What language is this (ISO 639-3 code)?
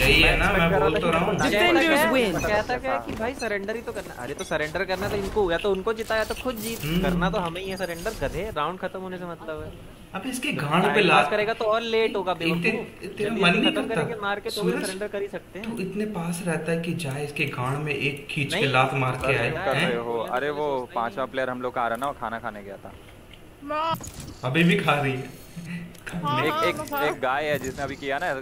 hin